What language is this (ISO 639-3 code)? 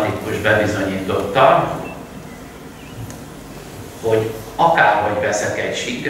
hun